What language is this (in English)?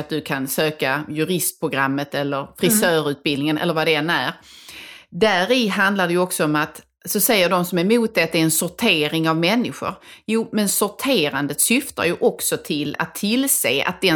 Swedish